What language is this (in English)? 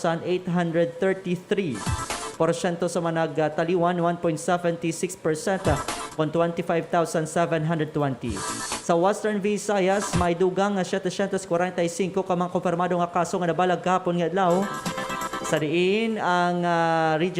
Hiligaynon